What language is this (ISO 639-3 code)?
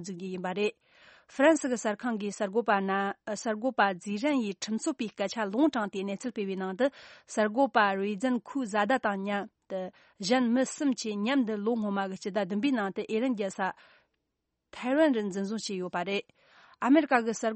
bod